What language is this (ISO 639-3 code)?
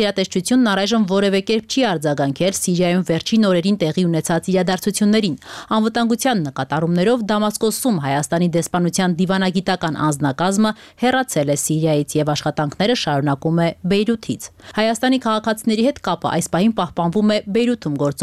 hye